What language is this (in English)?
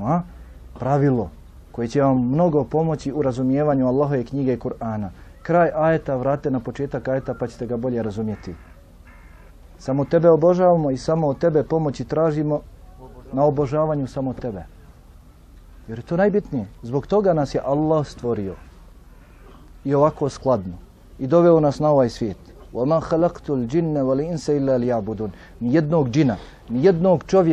Bosnian